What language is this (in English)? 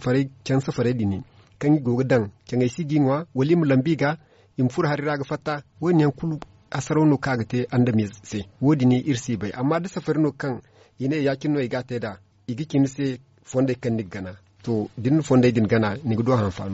Zarma